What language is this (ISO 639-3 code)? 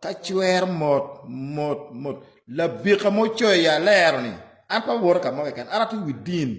ach